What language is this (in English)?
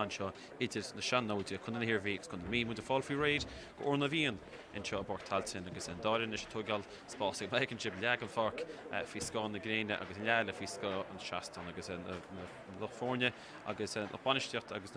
Irish